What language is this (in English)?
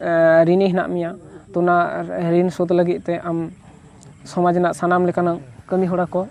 Santali